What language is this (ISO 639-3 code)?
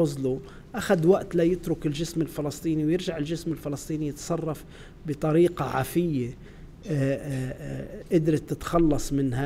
apc